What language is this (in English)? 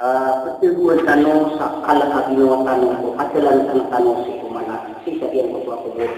Maranao